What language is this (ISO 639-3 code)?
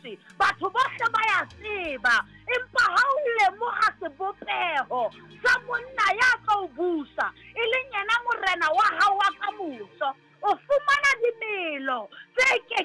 sot